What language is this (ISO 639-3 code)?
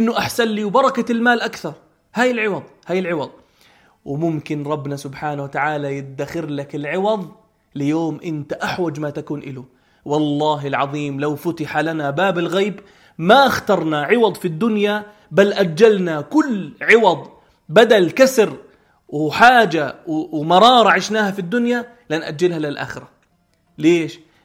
apc